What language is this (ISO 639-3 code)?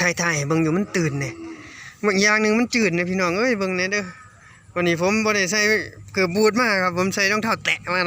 tts